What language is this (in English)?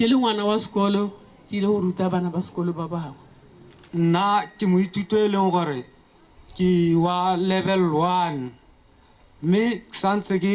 Tswana